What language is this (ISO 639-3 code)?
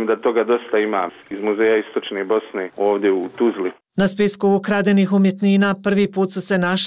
bos